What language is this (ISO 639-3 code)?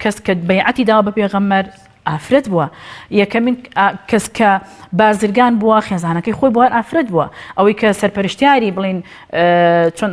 ckb